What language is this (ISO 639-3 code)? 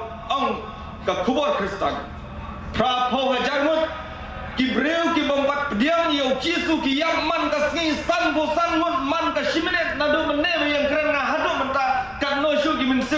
kha